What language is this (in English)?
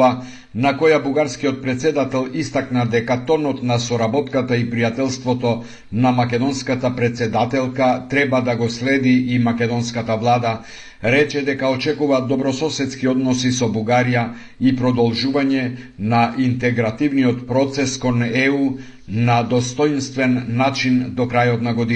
Macedonian